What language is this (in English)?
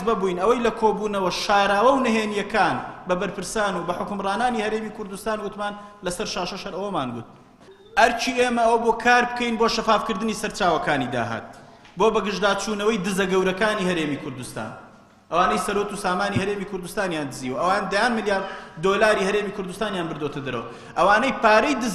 Central Kurdish